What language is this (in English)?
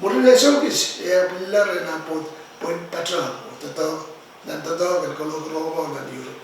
Pohnpeian